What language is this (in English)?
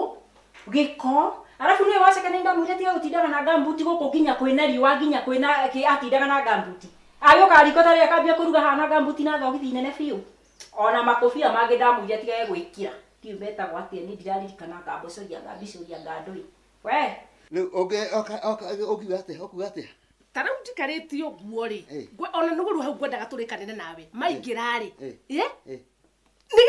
Kikuyu